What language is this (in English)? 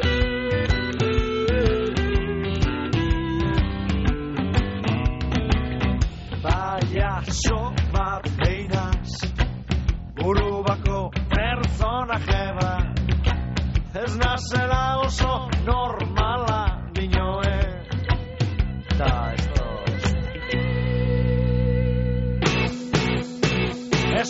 Basque